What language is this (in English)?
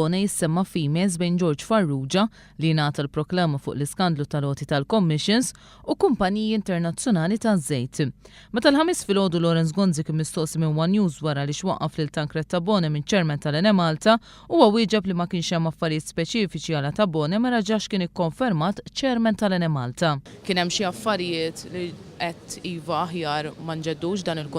Maltese